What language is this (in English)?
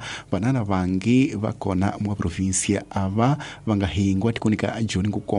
Tsonga